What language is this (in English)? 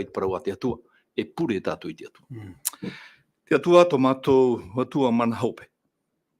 Tahitian